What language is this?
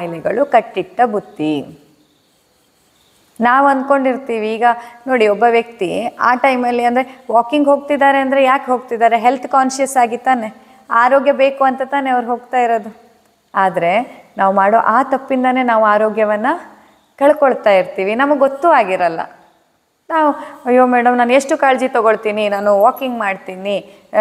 Kannada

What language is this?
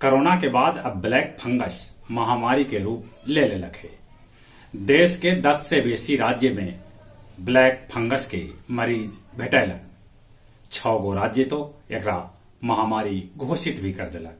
Magahi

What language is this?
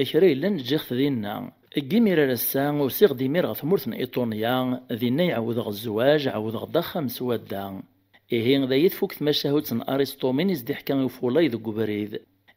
Kabyle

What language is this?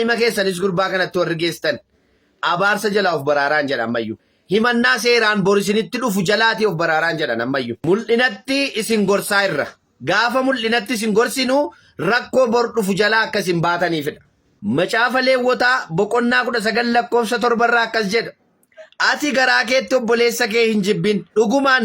Oromo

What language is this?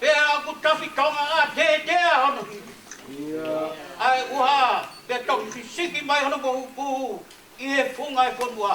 Tongan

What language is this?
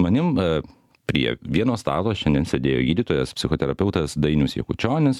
Lithuanian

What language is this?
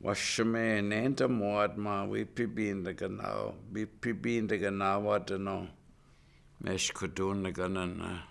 Chippewa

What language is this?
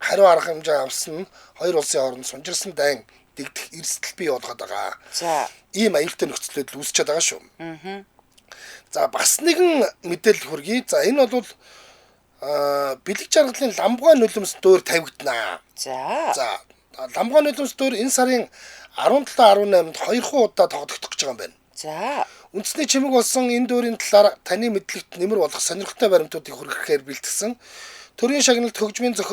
Mongolian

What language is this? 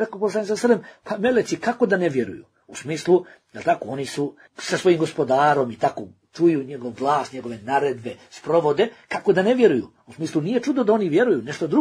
Bosnian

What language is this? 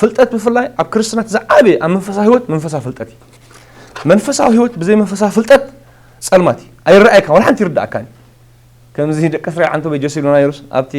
Tigrinya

